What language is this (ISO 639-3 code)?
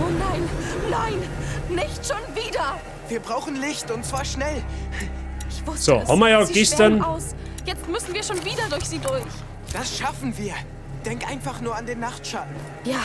bar